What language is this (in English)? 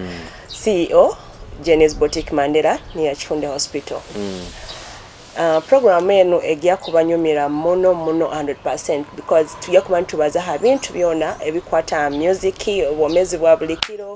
Nyoro